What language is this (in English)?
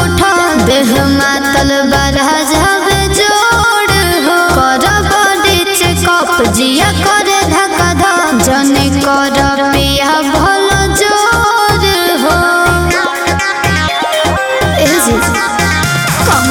Bhojpuri